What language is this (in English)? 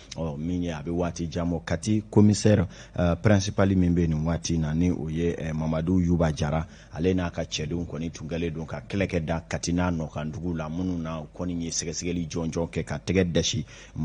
Bambara